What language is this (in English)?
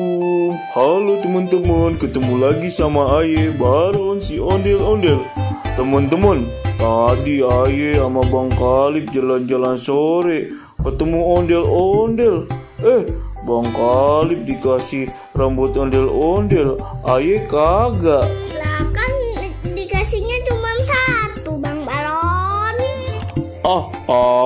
Betawi